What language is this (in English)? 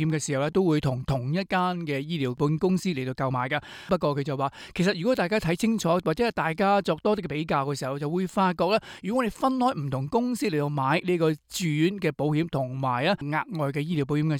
Cantonese